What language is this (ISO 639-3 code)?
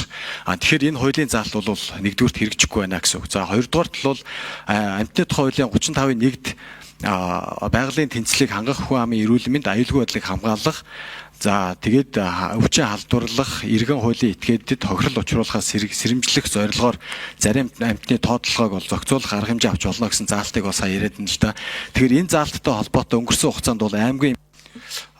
mon